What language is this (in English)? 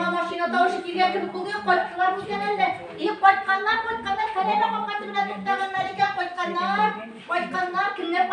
Tatar